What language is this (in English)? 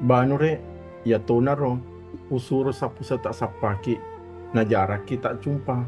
Buginese